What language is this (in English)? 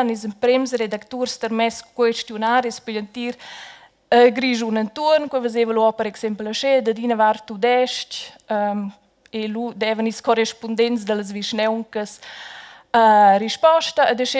Romansh